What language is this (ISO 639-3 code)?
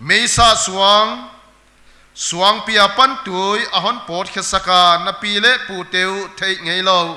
pck